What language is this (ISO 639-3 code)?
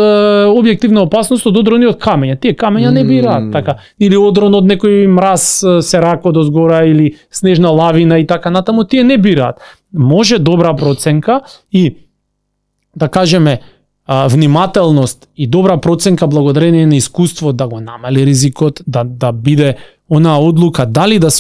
mkd